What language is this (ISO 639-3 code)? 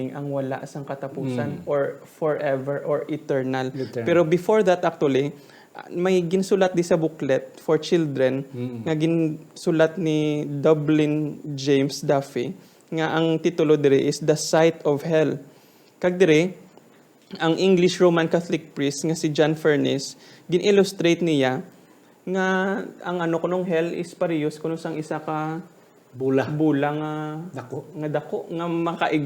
hil